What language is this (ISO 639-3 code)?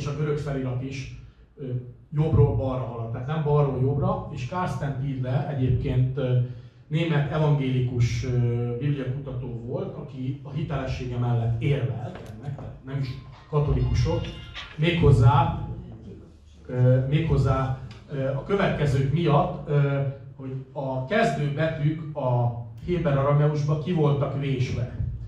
hun